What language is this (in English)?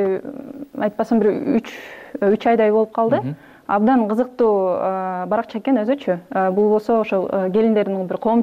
Kyrgyz